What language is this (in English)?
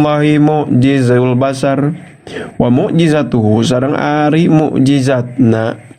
Sundanese